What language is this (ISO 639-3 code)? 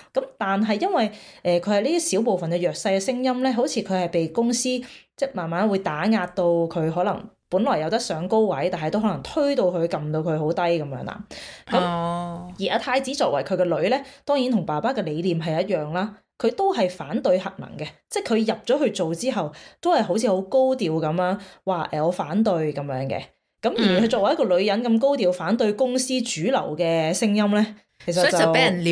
yue